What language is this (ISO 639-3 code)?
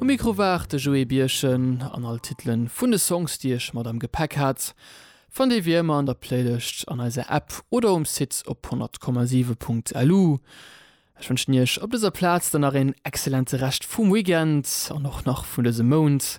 ltz